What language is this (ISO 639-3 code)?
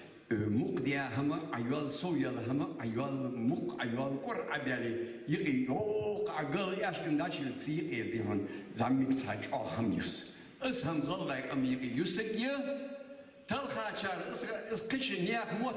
inh